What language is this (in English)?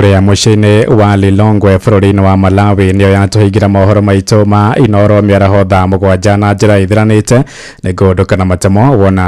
Kikuyu